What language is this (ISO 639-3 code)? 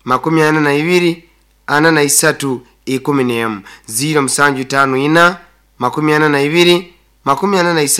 nyo